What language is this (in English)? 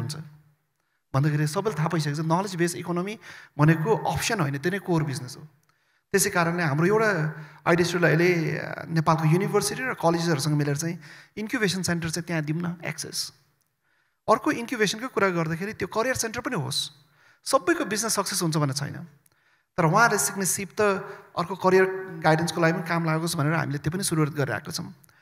Nepali